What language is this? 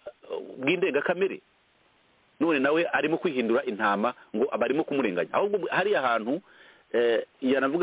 Kinyarwanda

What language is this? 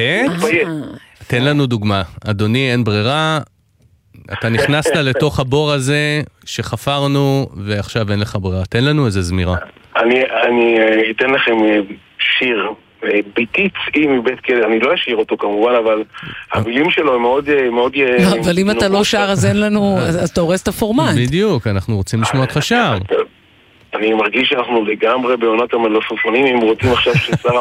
Hebrew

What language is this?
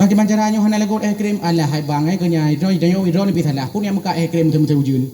Achinese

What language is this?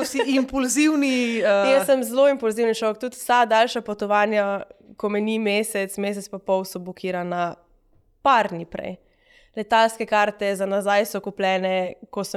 Slovenian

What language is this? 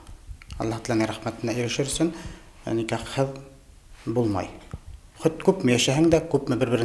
Bashkir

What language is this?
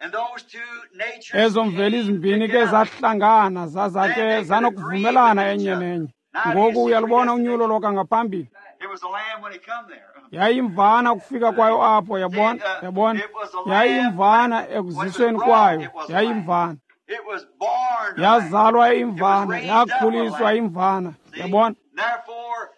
Xhosa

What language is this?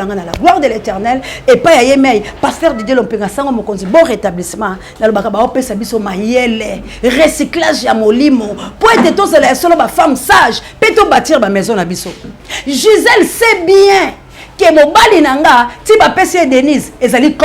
Lingala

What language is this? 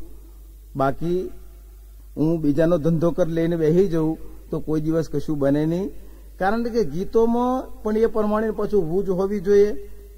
Gujarati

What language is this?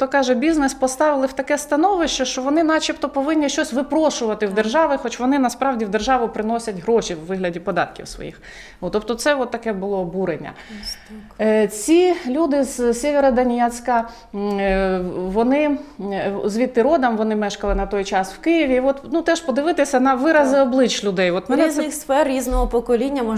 Ukrainian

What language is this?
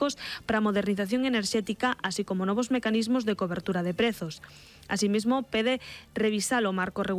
Galician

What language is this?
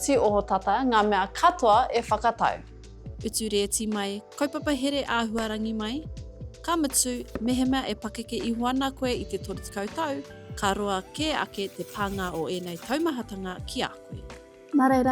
Māori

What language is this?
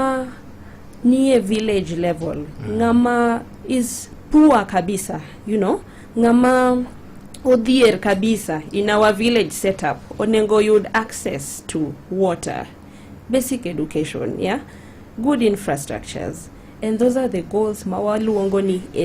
Luo (Kenya and Tanzania)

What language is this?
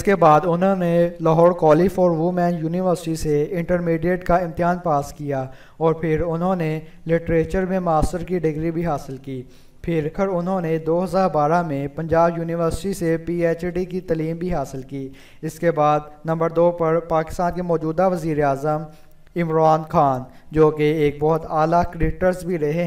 Urdu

